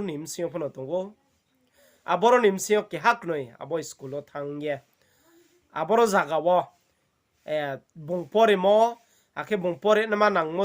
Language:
Riang (India)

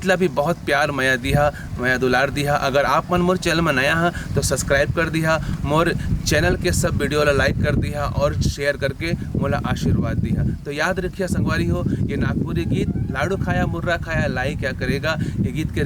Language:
Chhattisgarhi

